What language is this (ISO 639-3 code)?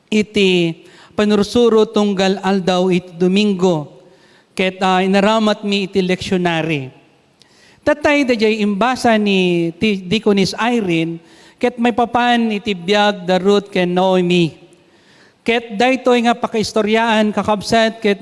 ilo